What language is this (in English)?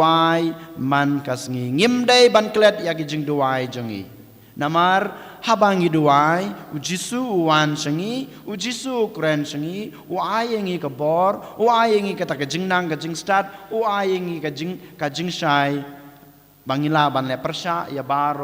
Khasi